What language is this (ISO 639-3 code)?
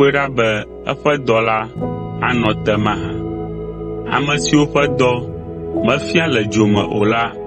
ewe